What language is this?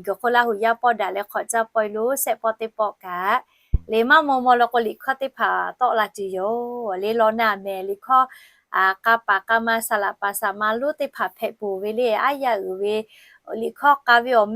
Lahu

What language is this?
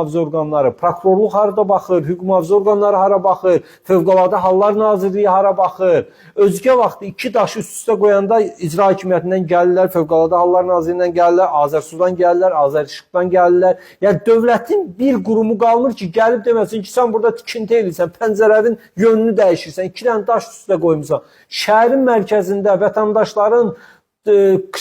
Azerbaijani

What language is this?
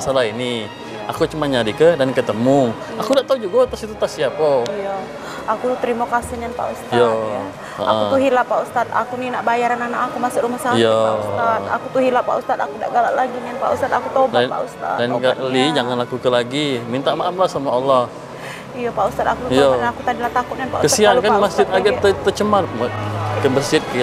Musi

